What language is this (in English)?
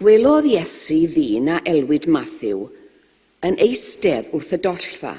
Welsh